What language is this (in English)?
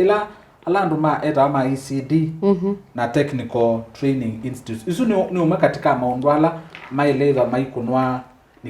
Kamba